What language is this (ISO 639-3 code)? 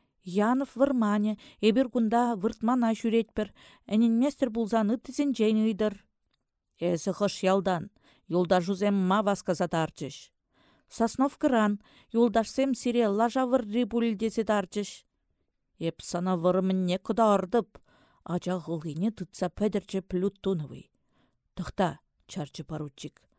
chv